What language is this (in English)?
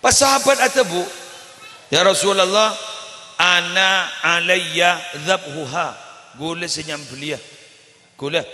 Madurese